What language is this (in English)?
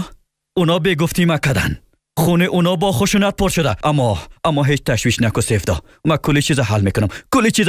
Persian